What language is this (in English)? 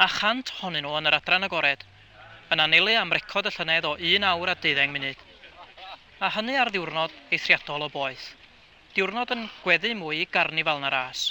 Welsh